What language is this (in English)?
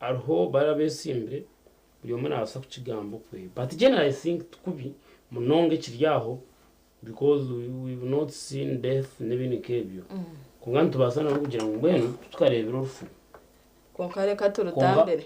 Nyankole